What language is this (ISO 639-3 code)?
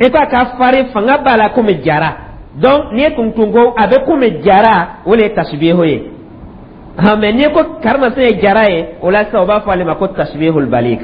dyu